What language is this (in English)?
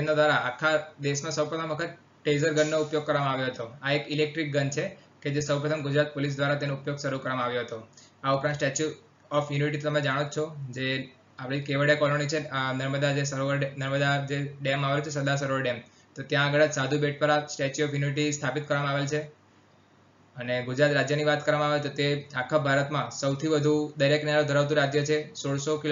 Gujarati